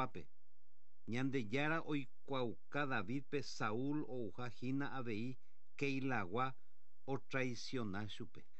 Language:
Guarani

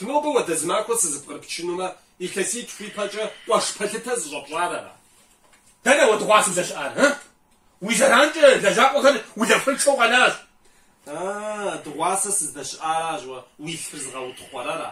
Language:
Kabardian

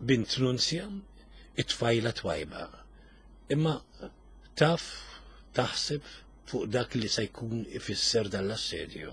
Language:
Maltese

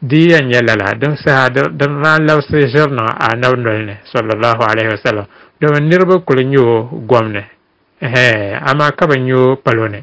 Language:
Dagbani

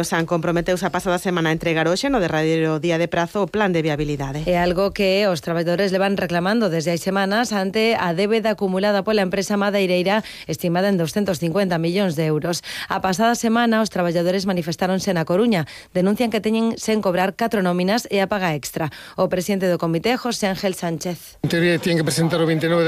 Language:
Galician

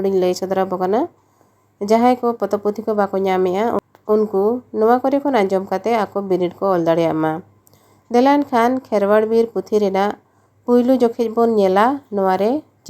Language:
Santali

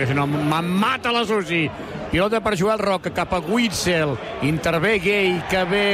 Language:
Catalan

